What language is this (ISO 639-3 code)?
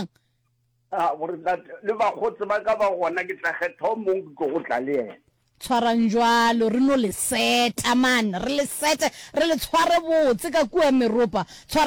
nso